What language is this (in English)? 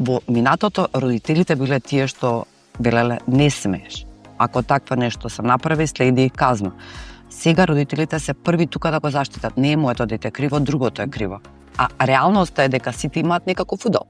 Macedonian